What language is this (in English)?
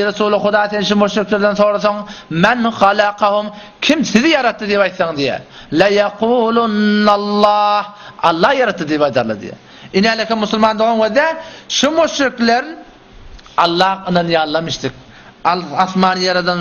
Turkmen